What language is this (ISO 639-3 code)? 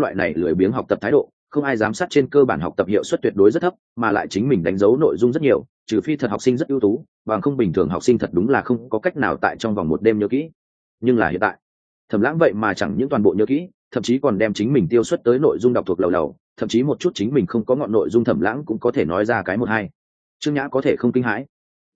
vie